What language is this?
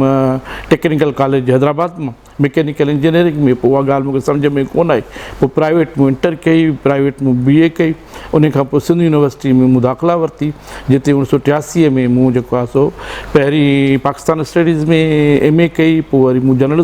Sindhi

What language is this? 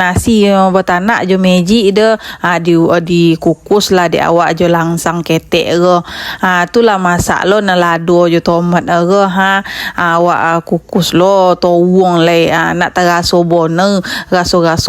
Minangkabau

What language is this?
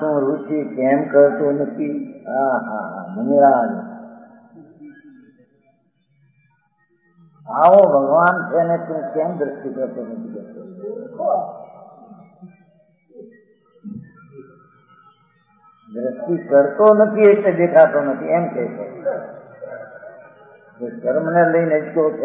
Gujarati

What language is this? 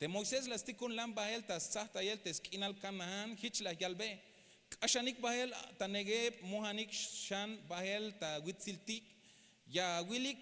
Tzeltal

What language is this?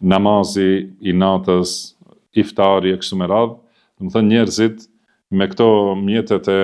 Albanian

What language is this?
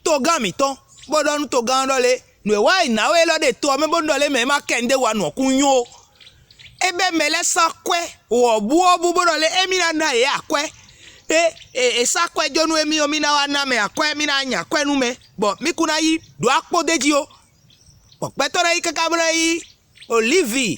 Fon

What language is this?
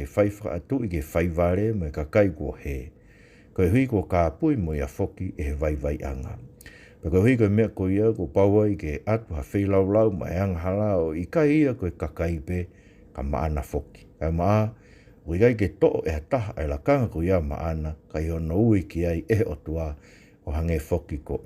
Tongan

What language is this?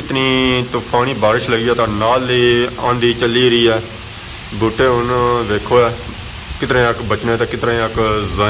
Pahari-Potwari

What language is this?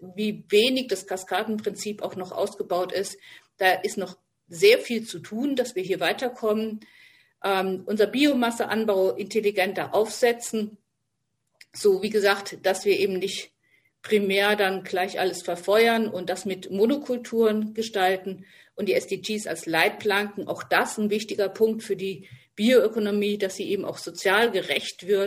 German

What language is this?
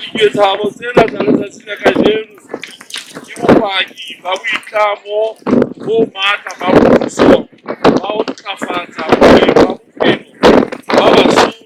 Southern Sotho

